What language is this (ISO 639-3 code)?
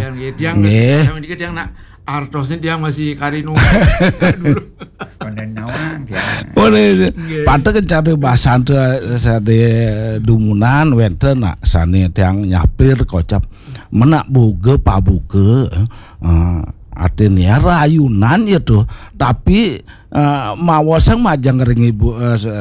ban